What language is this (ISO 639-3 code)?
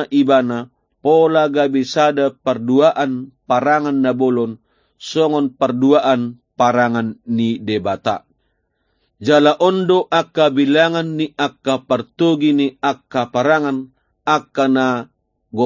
bbc